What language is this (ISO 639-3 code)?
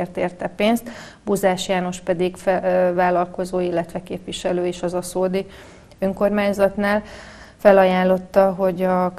hun